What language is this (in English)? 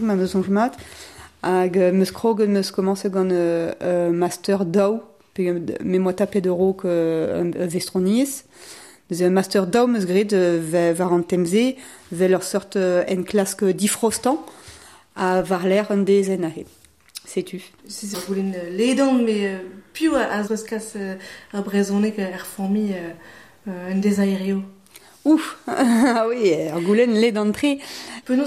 Breton